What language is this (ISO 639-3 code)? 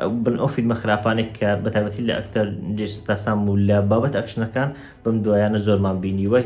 ckb